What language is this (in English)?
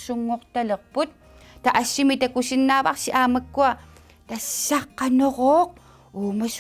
Kalaallisut